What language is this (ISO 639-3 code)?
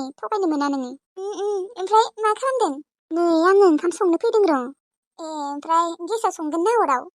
brx